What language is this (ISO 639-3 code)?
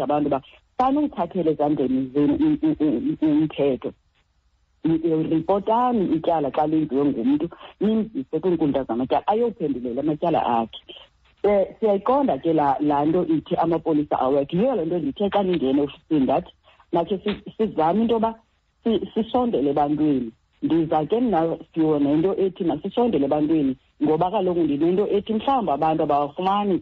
xho